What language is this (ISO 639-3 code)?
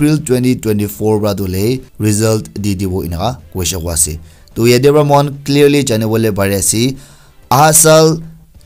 nag